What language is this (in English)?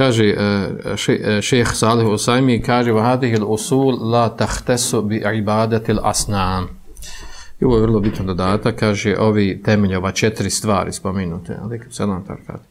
Bosnian